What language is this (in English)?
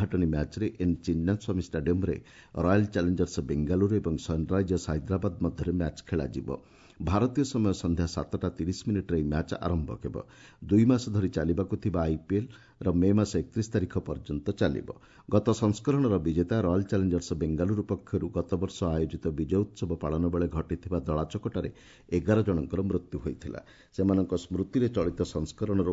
Odia